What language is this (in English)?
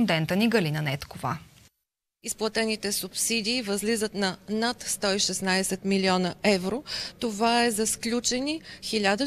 Bulgarian